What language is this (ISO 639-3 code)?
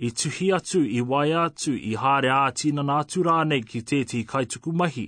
mri